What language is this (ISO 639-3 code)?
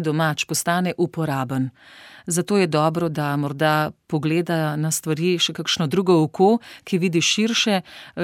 slv